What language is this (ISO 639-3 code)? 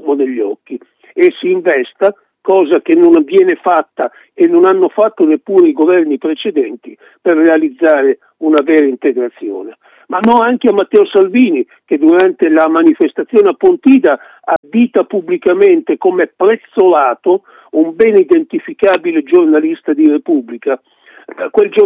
ita